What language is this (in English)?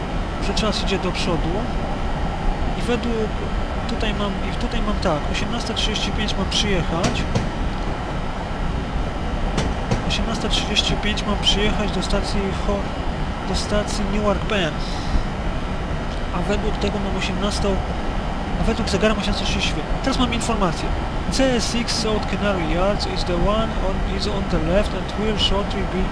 Polish